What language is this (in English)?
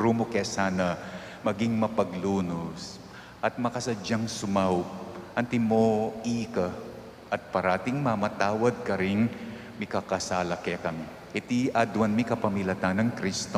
Pampanga